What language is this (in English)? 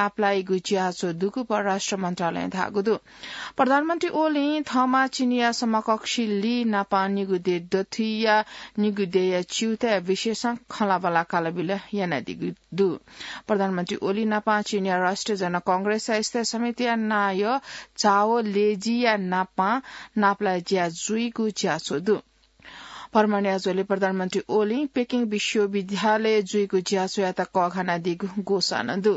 Newari